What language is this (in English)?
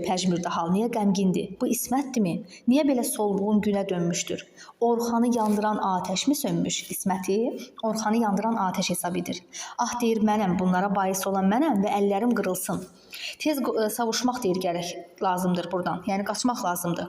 Azerbaijani